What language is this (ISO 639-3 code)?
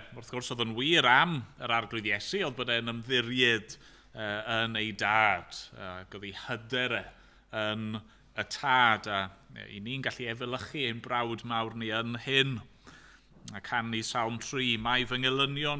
cym